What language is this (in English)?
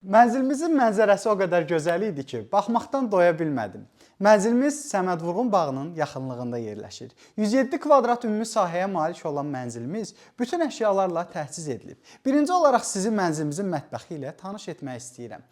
Azerbaijani